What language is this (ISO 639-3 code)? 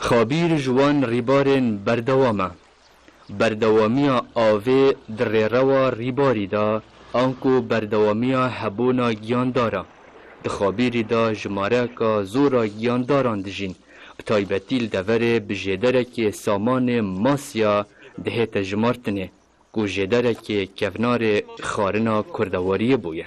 kur